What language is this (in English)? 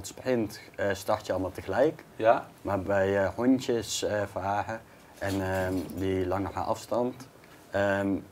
Dutch